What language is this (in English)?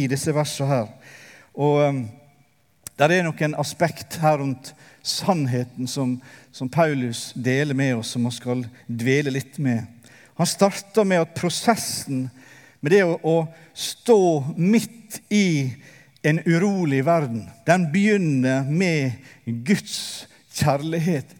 Norwegian